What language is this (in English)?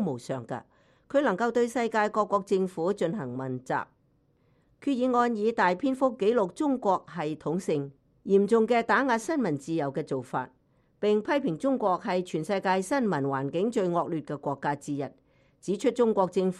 Cantonese